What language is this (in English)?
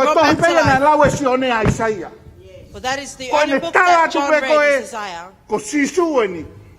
Tongan